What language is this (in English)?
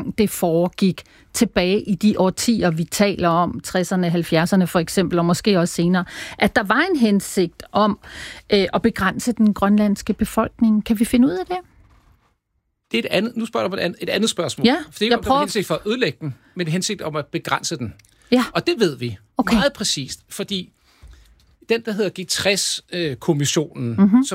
Danish